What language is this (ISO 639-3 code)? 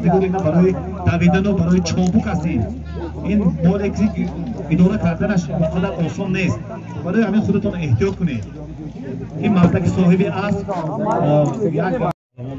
tgk